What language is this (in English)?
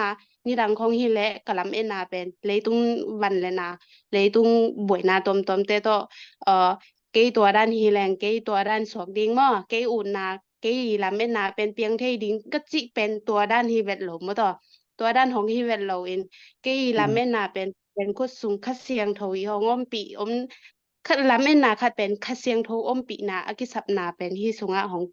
Tedim Chin